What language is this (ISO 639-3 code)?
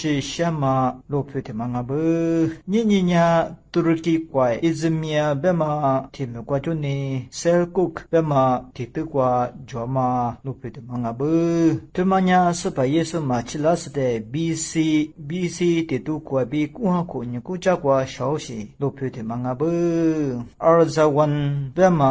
lis